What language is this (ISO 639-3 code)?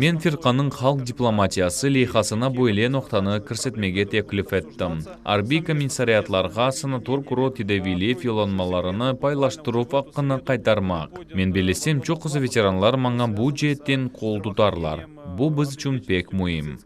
crh